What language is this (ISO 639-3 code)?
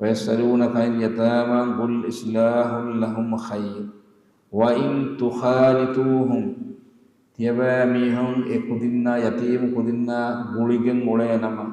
div